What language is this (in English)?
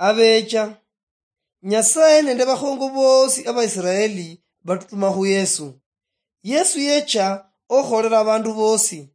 Luyia